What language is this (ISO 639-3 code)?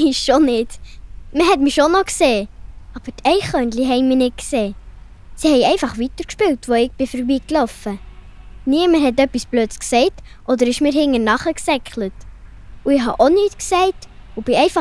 gsw